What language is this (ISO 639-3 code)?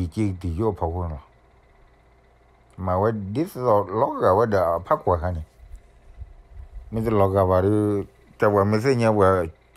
ksw